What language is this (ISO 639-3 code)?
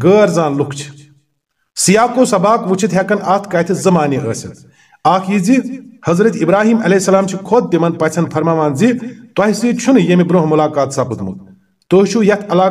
kas